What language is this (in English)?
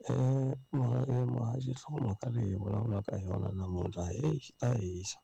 Tsonga